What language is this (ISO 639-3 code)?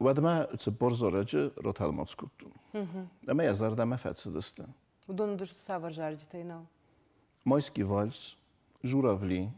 oss